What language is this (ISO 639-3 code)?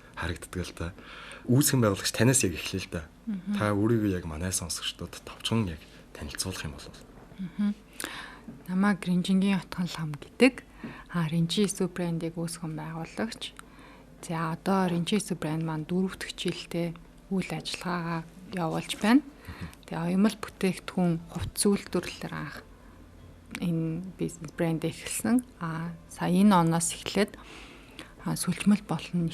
mon